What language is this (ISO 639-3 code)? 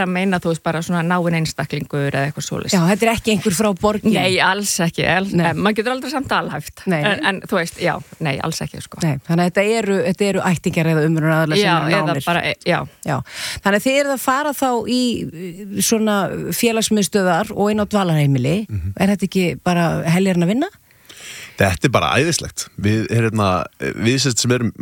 isl